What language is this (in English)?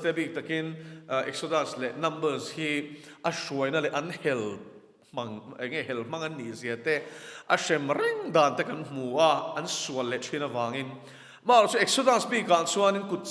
Mizo